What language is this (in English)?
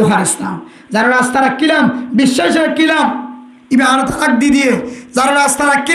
Rohingya